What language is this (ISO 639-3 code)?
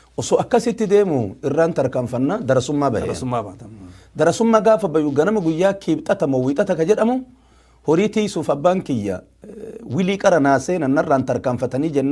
orm